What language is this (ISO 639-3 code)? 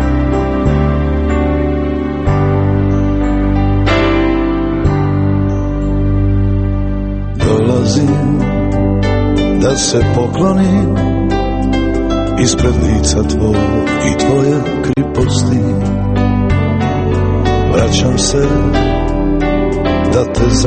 hrv